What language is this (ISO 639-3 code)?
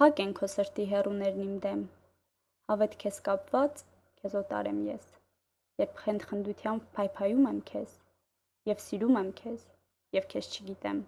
hye